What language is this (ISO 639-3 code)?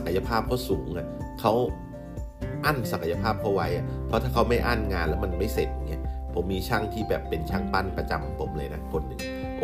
tha